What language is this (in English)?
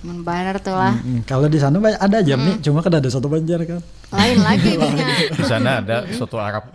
Banjar